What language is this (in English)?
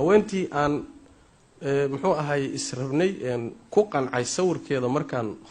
Somali